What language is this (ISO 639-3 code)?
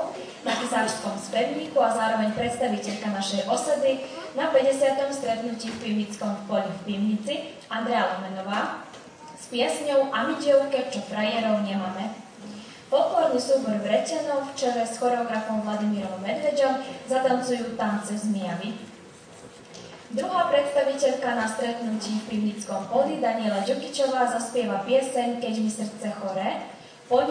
slk